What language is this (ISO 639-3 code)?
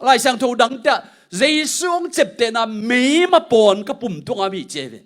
ctd